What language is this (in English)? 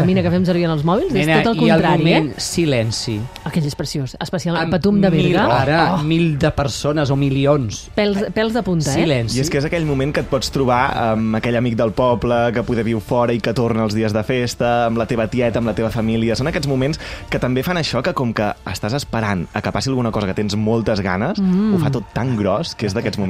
Catalan